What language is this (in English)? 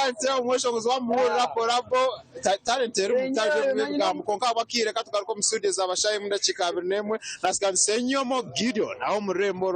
Nyankole